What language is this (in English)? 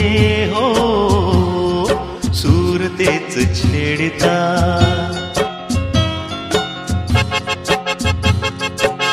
Marathi